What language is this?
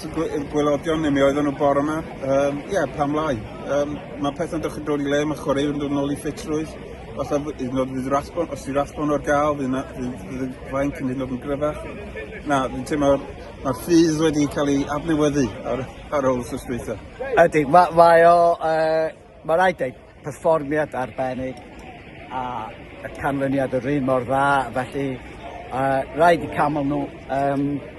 Welsh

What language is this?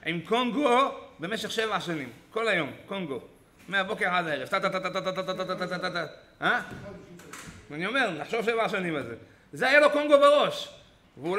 Hebrew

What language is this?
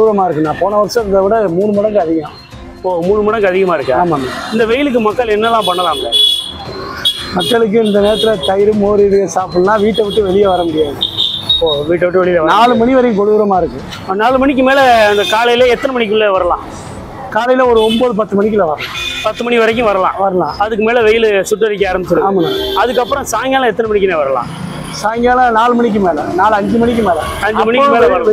Tamil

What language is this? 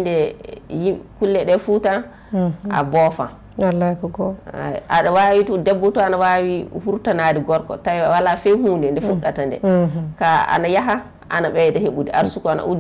Fula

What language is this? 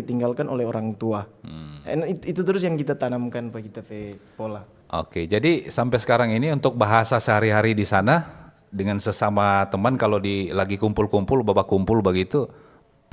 Manado Malay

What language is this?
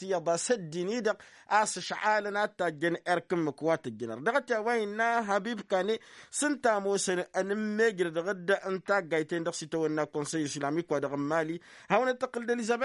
Tamasheq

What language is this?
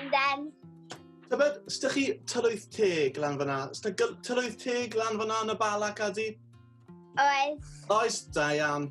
Welsh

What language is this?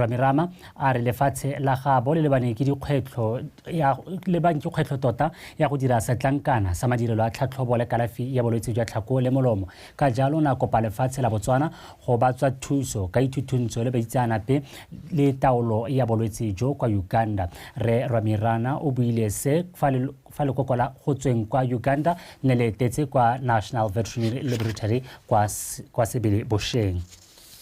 Tswana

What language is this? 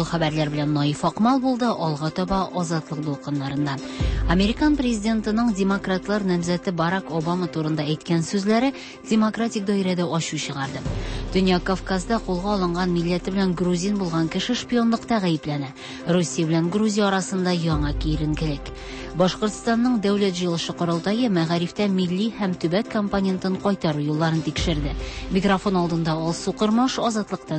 Tatar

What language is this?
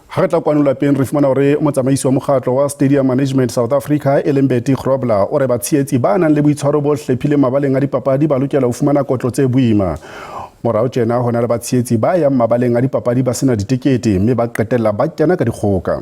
Southern Sotho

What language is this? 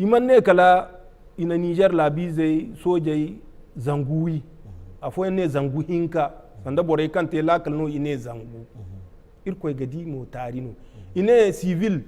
Zarma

